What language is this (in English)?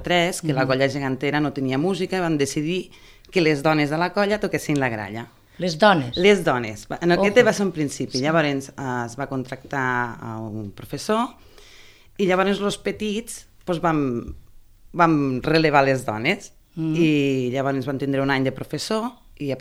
Catalan